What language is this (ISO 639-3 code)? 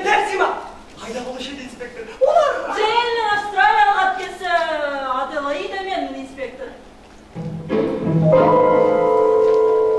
kaz